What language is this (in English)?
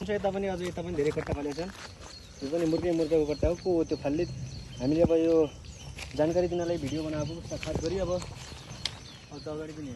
Nepali